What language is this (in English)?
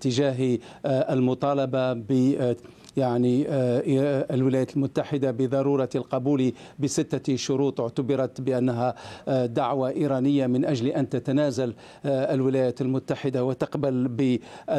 Arabic